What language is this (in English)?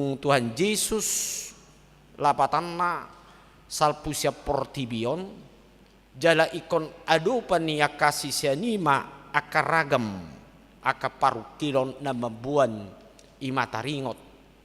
Batak Toba